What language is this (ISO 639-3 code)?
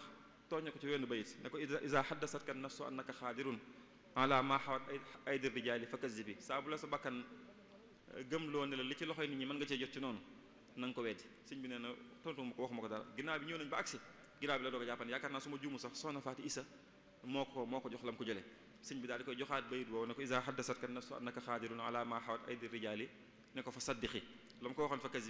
wol